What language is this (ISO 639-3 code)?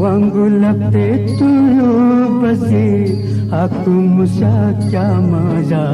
new